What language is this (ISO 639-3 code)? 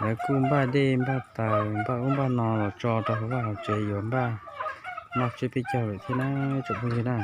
hmn